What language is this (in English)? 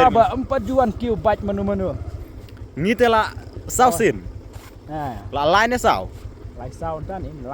Khasi